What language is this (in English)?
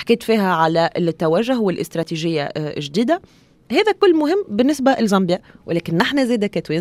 Tunisian Arabic